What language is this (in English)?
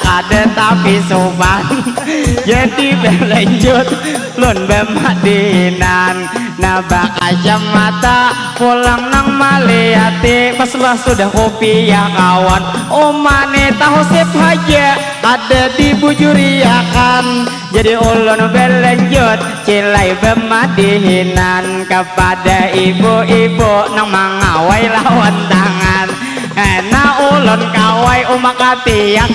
Banjar